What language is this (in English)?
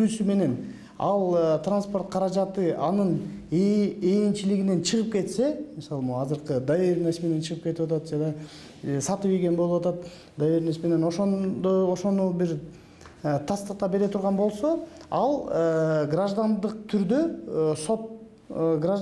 Kyrgyz